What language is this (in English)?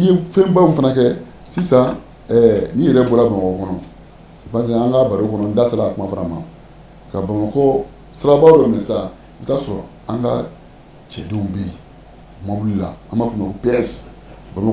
Bambara